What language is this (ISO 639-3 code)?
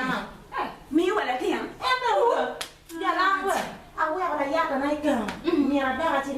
ach